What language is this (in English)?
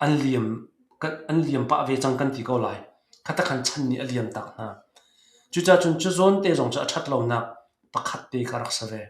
Hakha Chin